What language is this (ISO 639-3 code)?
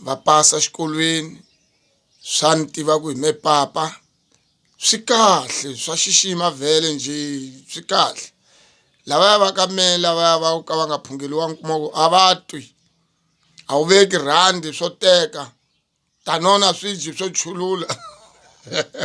tso